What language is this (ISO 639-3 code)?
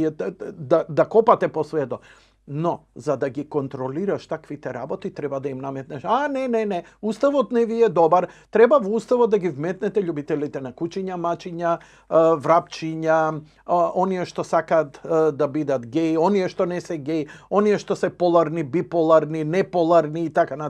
mkd